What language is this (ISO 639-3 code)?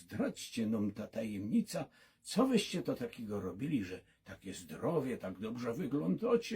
szl